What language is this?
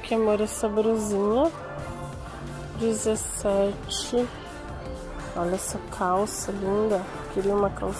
Portuguese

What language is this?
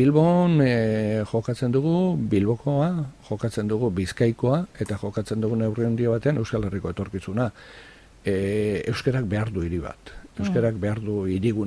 Basque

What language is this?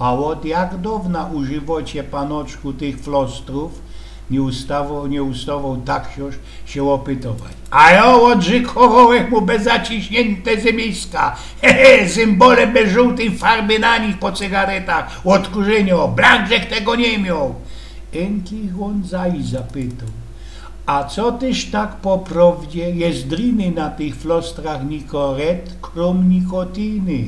Silesian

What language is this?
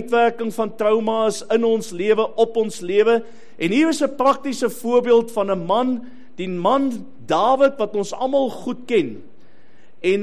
Afrikaans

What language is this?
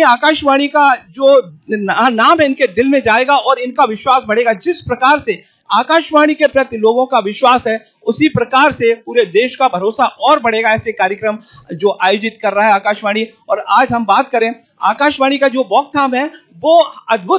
Hindi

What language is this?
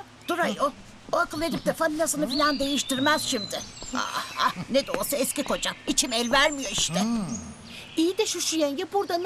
Turkish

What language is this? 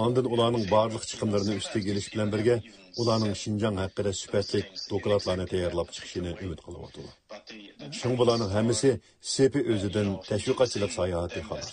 Uyghur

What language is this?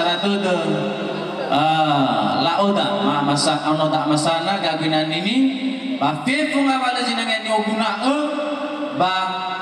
Nias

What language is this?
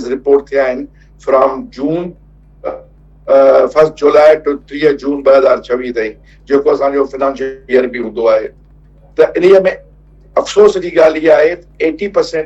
Sindhi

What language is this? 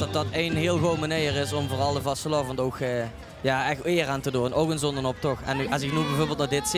Limburgish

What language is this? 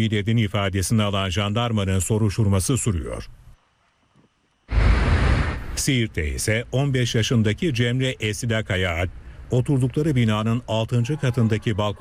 Turkish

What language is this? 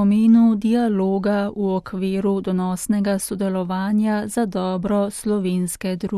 Slovenian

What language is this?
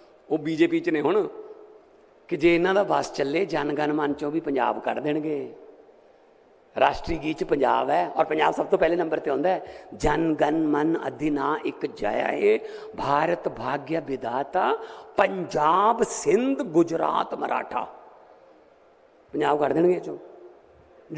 Punjabi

